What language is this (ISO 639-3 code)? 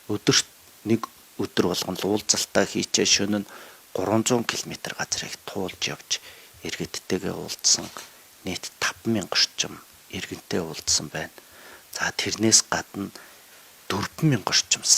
mon